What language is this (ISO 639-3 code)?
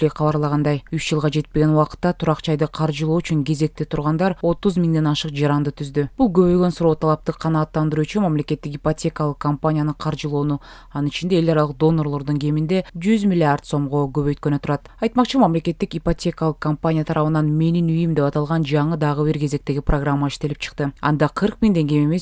kir